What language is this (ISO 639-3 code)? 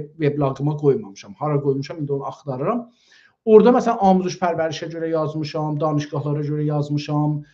azb